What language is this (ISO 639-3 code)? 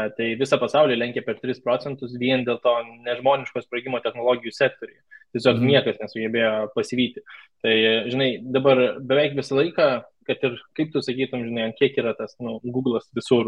lit